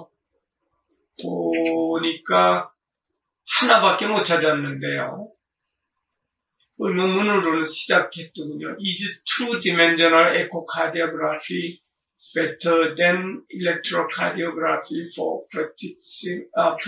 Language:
Korean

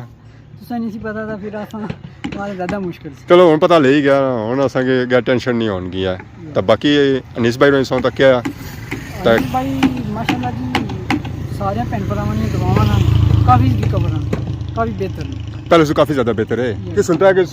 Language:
Pahari-Potwari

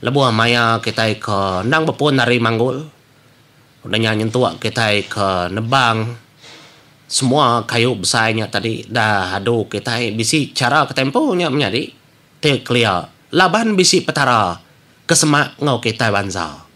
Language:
Iban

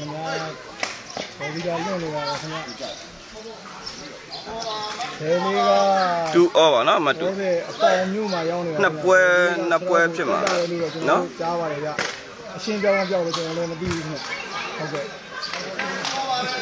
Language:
Burmese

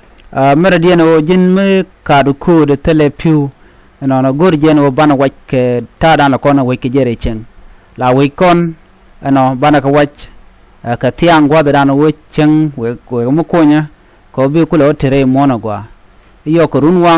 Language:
Nuer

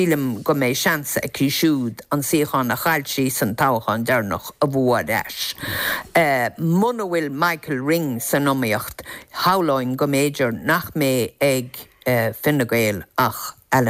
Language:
Irish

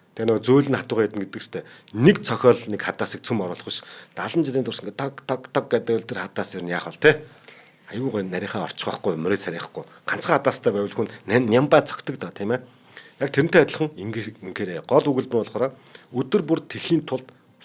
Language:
Mongolian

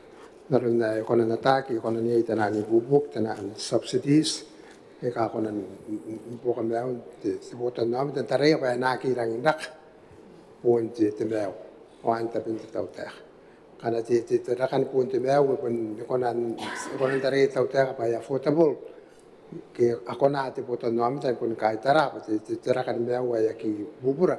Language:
Gilbertese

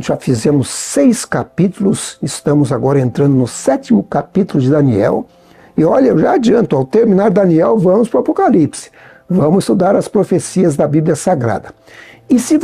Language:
Portuguese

